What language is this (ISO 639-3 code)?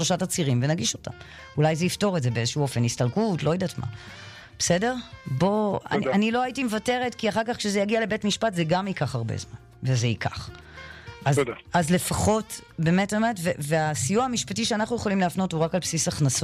heb